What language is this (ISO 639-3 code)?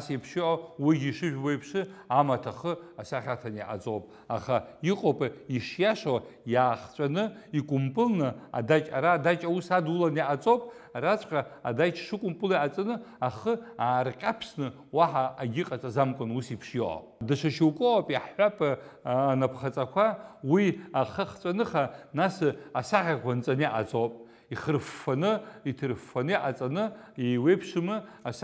abk